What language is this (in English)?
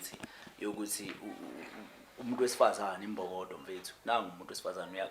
Zulu